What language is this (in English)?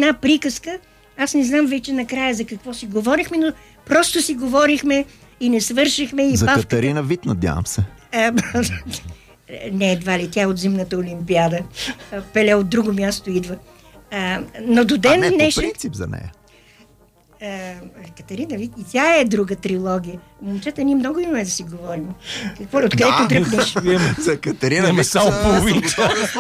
Bulgarian